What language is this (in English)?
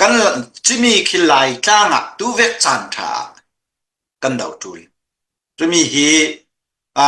Hakha Chin